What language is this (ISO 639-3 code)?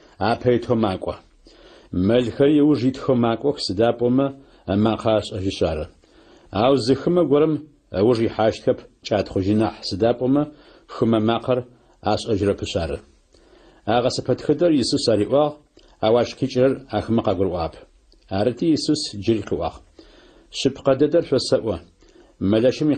ady